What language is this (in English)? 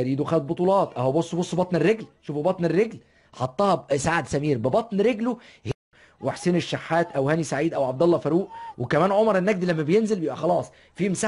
Egyptian Arabic